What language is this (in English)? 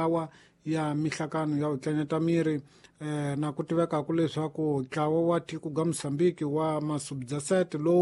Tsonga